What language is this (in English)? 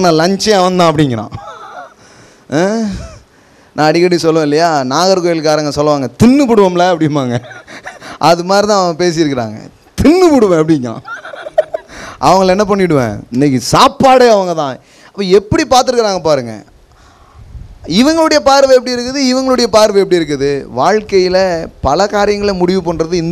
Tamil